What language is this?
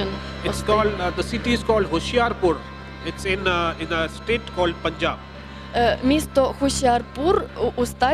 Ukrainian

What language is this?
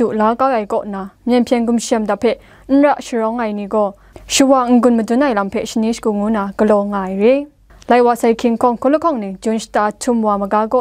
Kachin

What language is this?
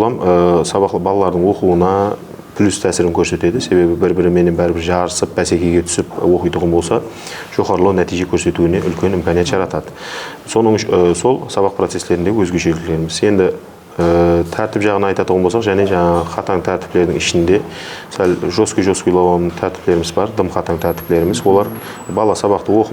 Kara-Kalpak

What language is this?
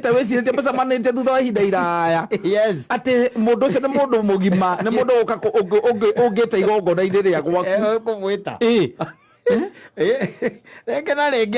Kikuyu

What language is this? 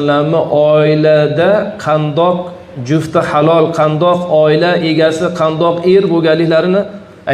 Uzbek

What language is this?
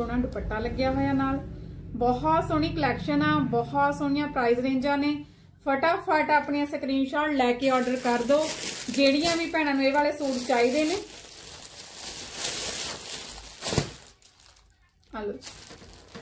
Punjabi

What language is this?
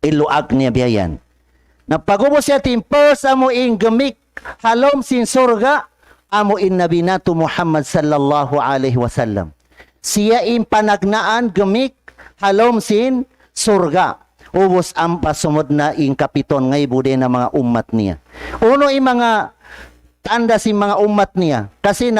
Tausug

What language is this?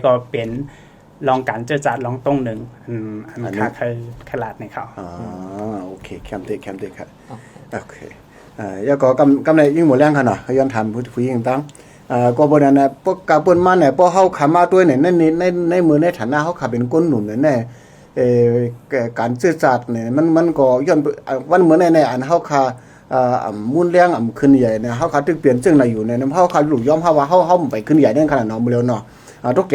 Shan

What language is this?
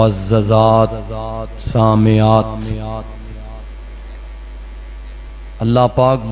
Urdu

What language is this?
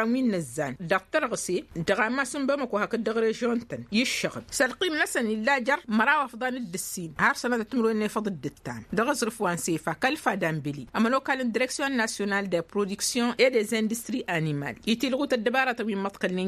Tamasheq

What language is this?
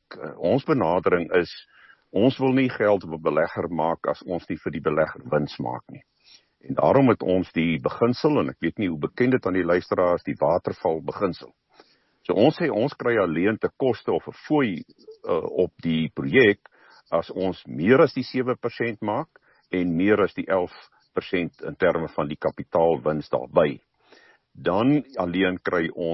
Afrikaans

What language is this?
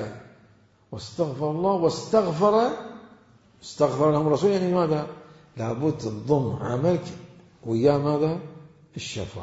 Mesopotamian Arabic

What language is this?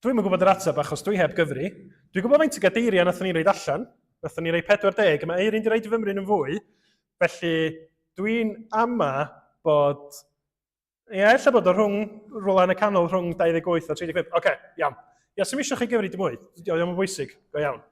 Welsh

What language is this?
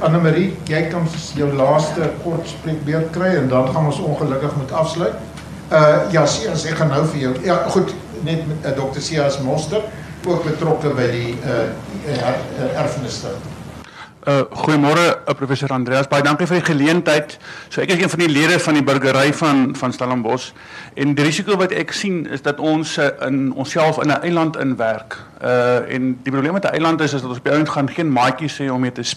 Afrikaans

